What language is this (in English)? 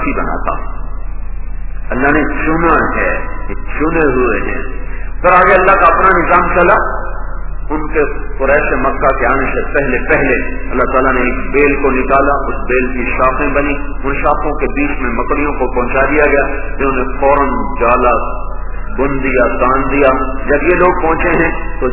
Urdu